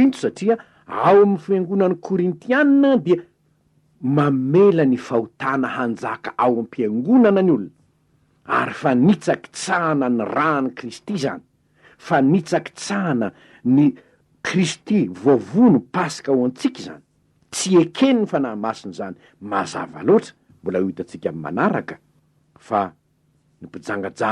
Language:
Malagasy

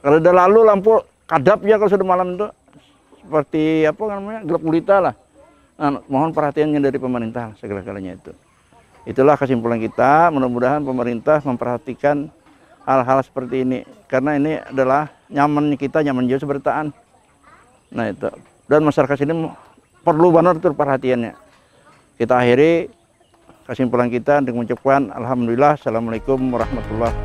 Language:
Banjar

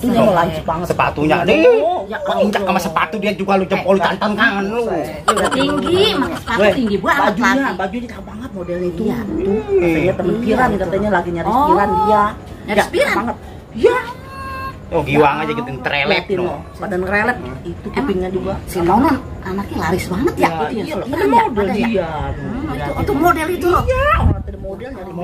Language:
Betawi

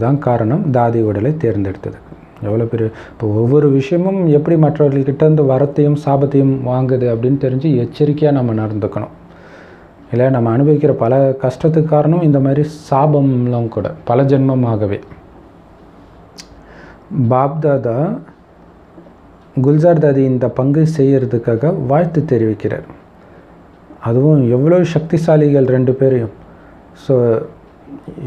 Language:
Tamil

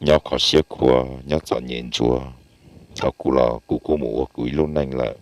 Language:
Hmong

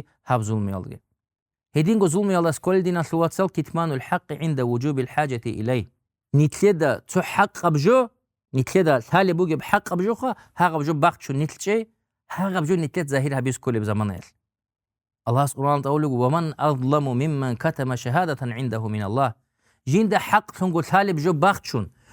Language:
Avaric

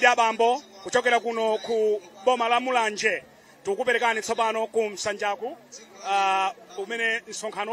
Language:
Nyanja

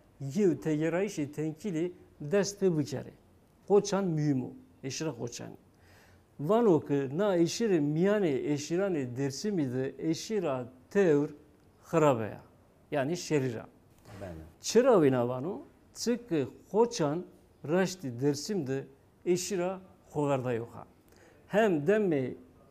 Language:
Zaza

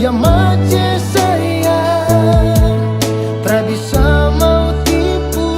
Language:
Ambonese Malay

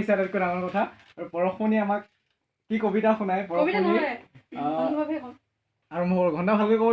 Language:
Assamese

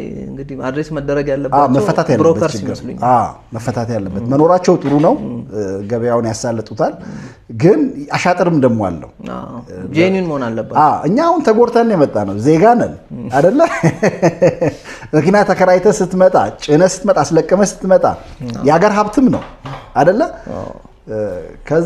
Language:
Amharic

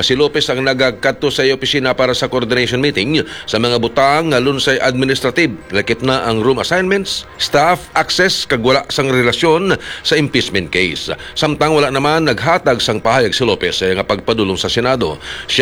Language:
Hiligaynon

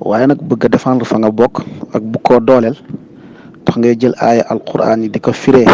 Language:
Wolof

